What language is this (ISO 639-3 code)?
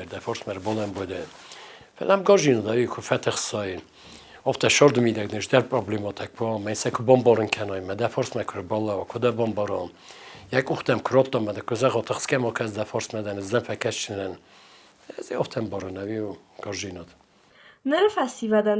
oss